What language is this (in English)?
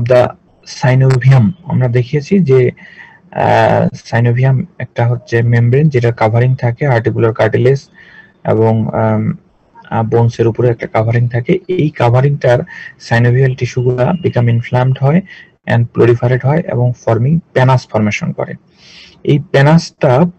Bangla